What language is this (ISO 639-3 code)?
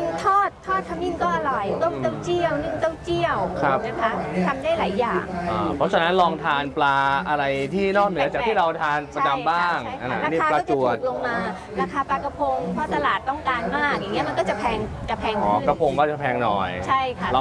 tha